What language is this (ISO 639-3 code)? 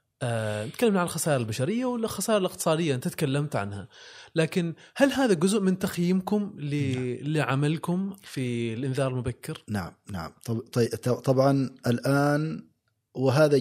afb